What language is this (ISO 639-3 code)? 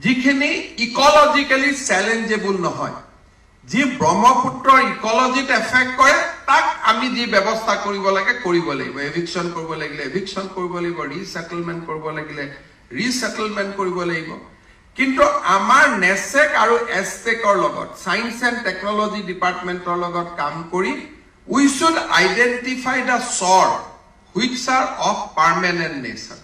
asm